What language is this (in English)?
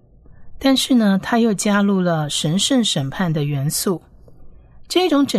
Chinese